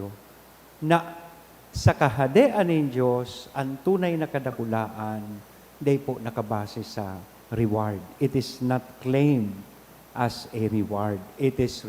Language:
Bikol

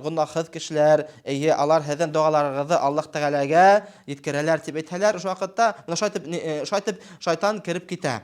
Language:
Bashkir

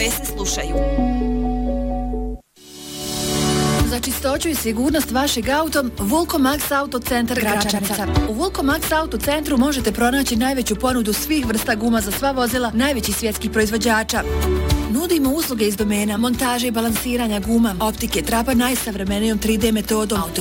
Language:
Bosnian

